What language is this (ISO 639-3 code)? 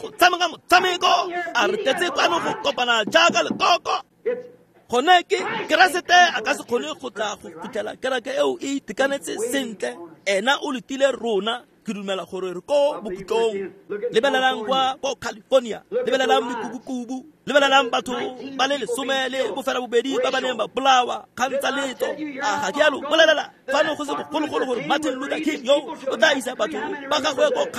tsn